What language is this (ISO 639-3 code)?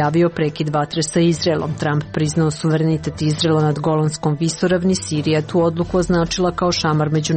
srp